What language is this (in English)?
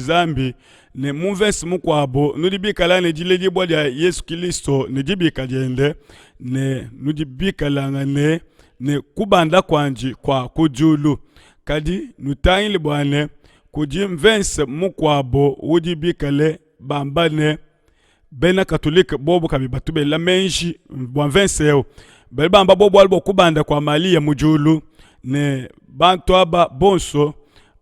Luba-Lulua